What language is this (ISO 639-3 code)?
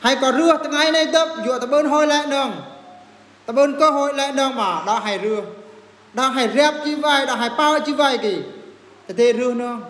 bru